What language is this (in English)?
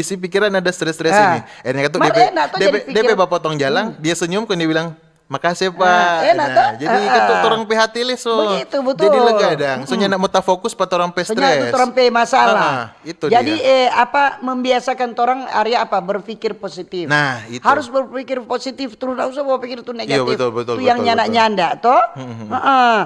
Manado Malay